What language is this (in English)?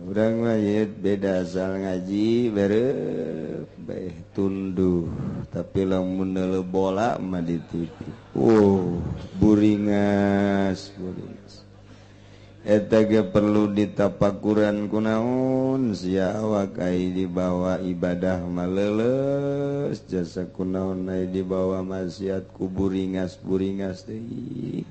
Sundanese